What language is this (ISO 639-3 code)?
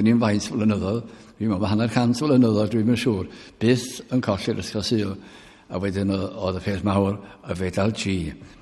cym